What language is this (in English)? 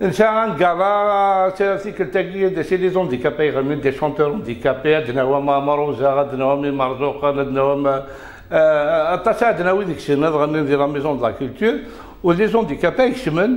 Kabyle